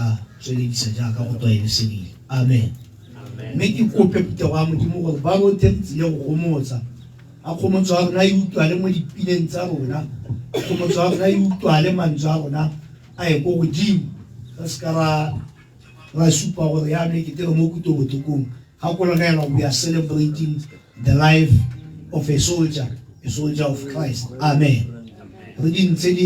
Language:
Tswana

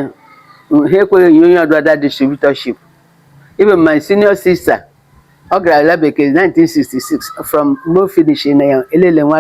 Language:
Igbo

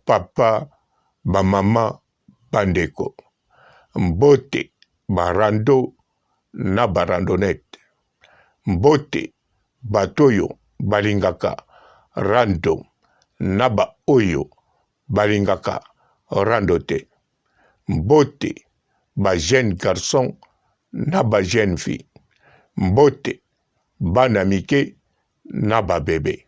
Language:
Lingala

